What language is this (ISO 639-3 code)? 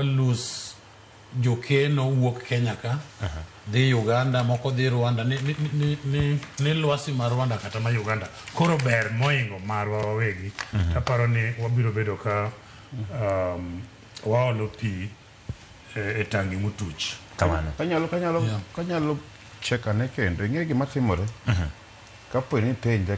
luo